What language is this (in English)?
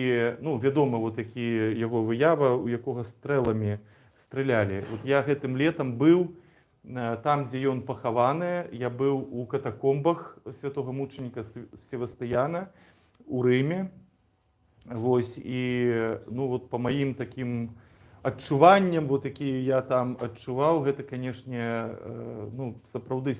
Belarusian